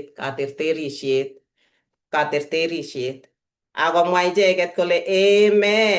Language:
Kalenjin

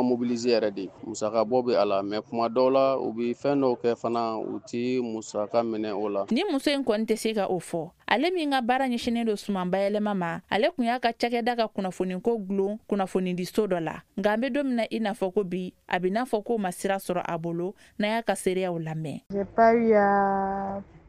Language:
Bambara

